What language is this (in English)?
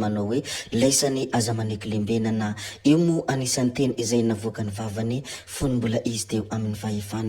Malagasy